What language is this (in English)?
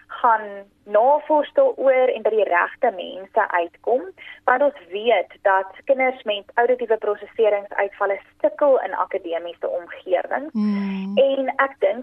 Afrikaans